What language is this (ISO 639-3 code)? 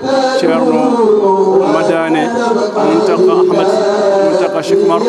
ful